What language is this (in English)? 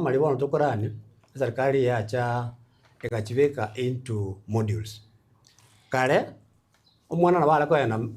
Gusii